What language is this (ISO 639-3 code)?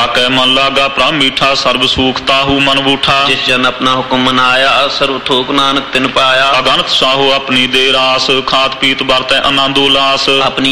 pan